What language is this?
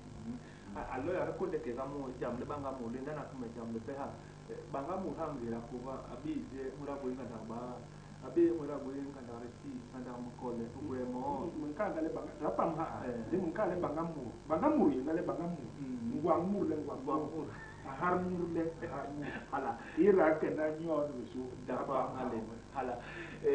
Basaa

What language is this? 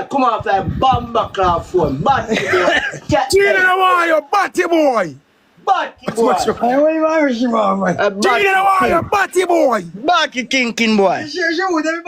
Jamaican Creole English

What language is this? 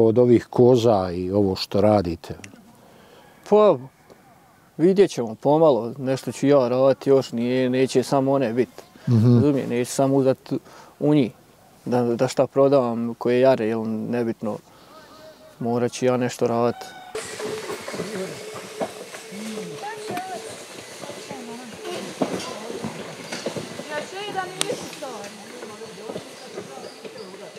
Bosnian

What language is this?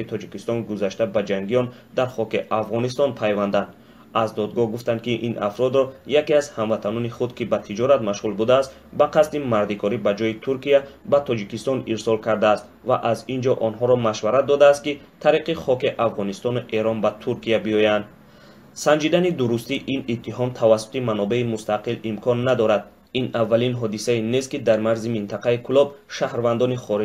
Tajik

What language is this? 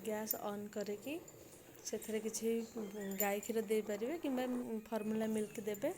Odia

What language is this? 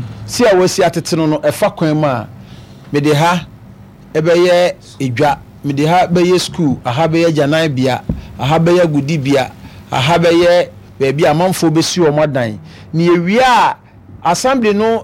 Akan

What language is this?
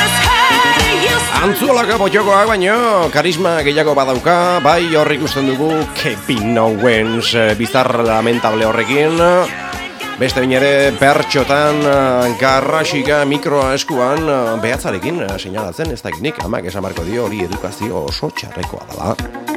Basque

